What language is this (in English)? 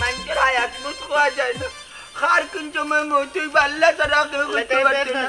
Sylheti